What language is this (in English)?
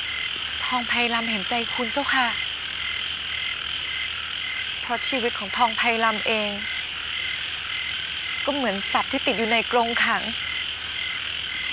Thai